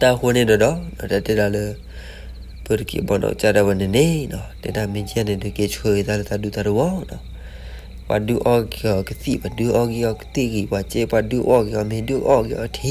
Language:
S'gaw Karen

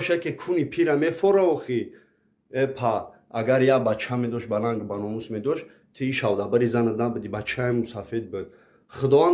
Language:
Tajik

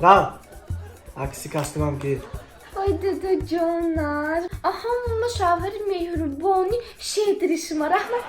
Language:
Tajik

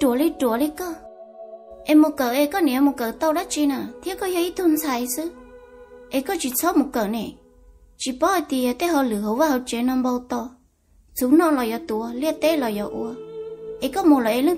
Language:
Hmong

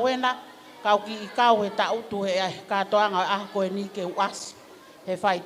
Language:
Tongan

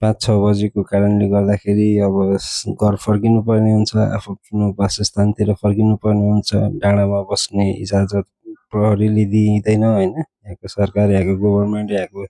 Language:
Nepali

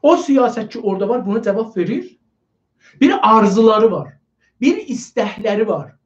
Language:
South Azerbaijani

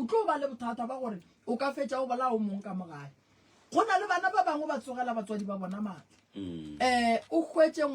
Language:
Northern Sotho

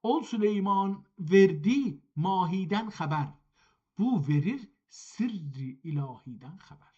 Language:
South Azerbaijani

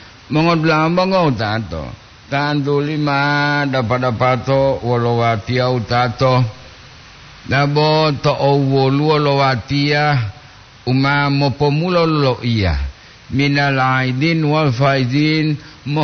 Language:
Gorontalo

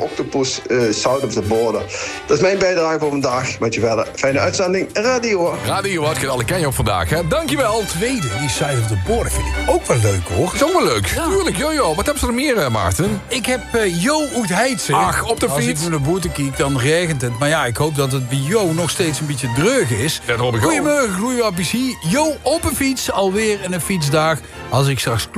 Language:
Dutch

